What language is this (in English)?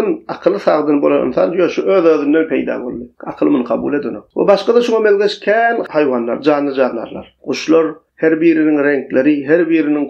Turkmen